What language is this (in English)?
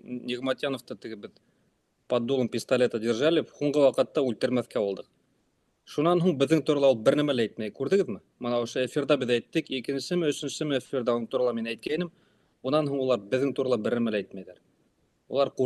Bashkir